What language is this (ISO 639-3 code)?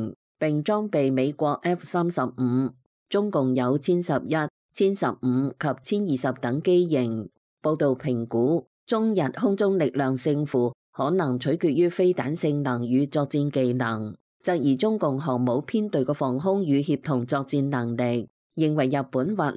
yue